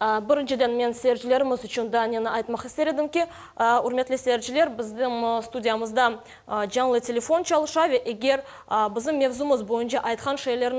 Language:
Crimean Tatar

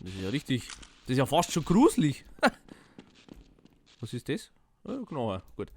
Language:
Bavarian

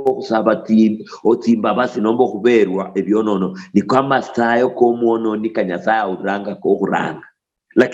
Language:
Luyia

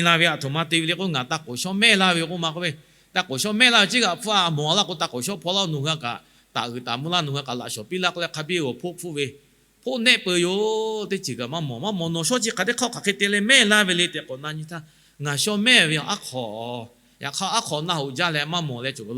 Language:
Lahu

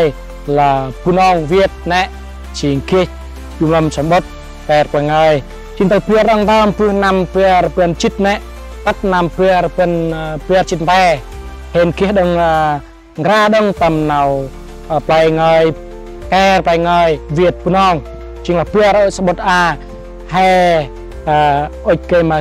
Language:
Central Mnong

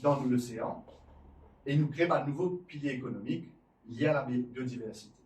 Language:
Morisyen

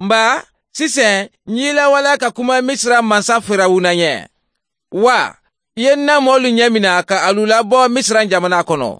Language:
Mandingo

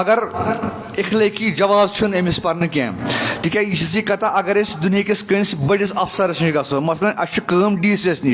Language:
Kashmiri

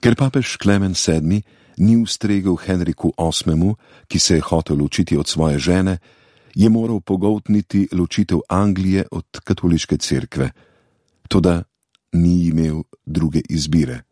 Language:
Slovenian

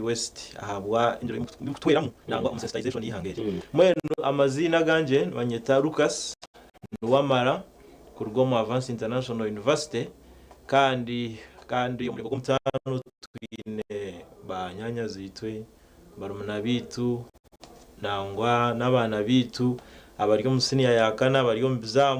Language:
Nyankole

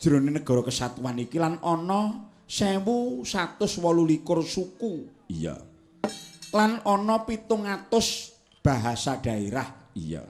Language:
Javanese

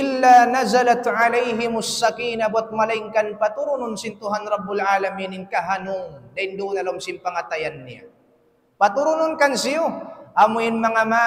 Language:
Tausug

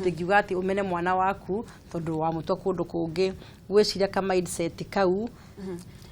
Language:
Kikuyu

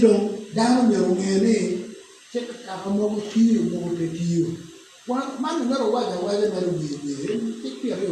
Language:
Acoli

